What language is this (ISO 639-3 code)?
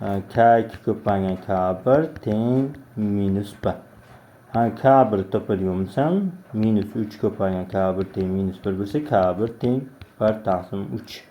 uzb